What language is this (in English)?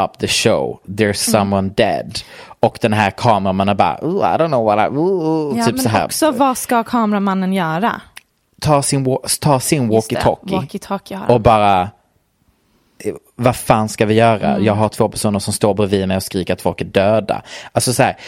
Swedish